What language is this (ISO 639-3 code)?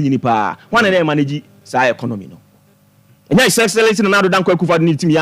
aka